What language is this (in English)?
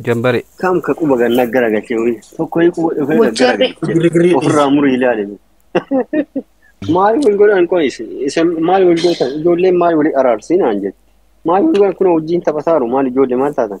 Oromo